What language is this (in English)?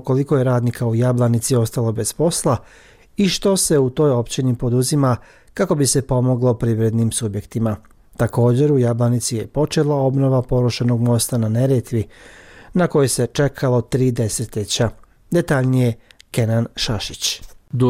Bosnian